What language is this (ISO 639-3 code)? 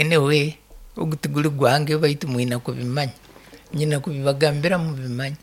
nyo